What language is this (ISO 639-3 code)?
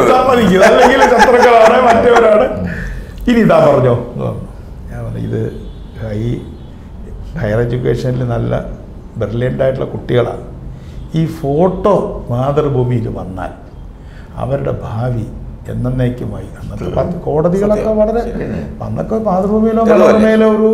mal